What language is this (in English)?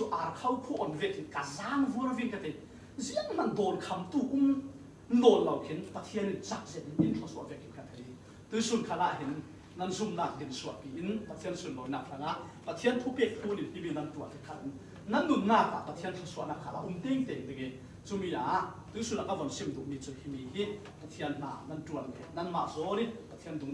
Falam Chin